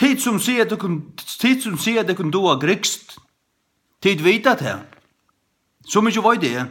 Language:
Faroese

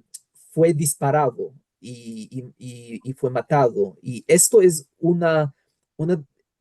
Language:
Ladino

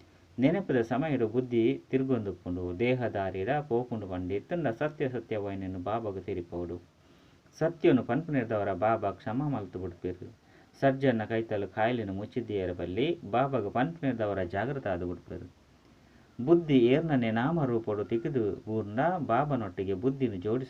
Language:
Tulu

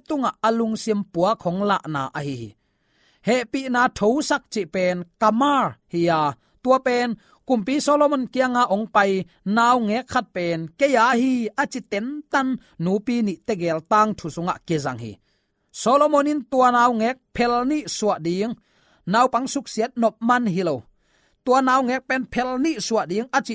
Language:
Tedim Chin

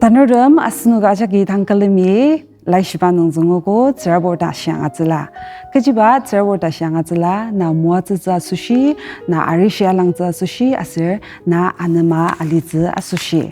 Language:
Ao Naga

